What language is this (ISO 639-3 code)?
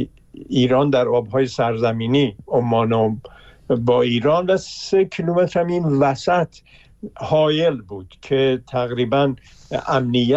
fas